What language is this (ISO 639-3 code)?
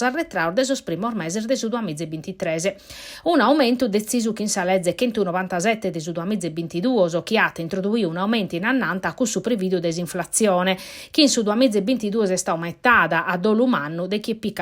srd